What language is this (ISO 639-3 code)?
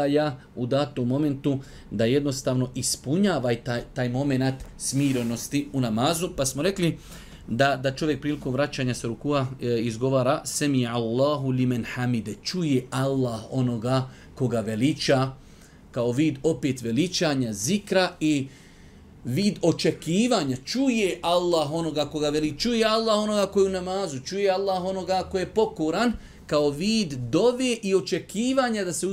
bos